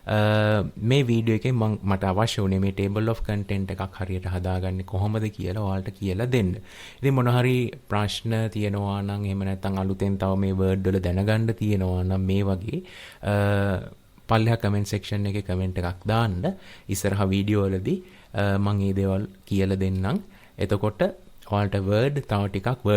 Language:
Sinhala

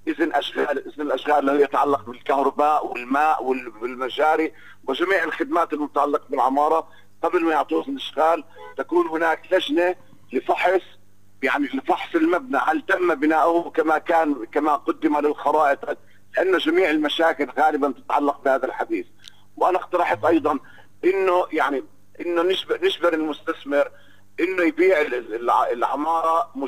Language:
North Levantine Arabic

